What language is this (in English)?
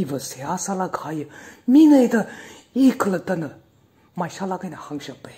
Tangkhul Naga (India)